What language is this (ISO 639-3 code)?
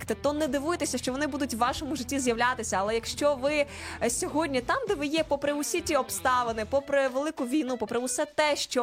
ukr